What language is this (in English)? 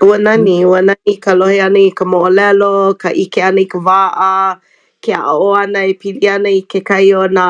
Hawaiian